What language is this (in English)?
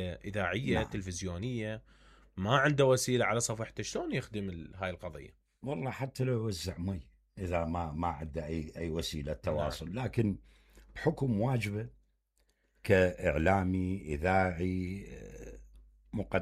Mesopotamian Arabic